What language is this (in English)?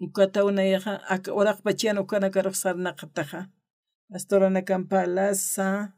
Aymara